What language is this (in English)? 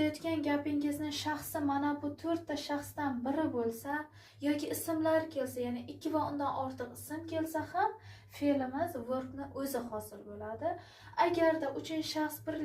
Uzbek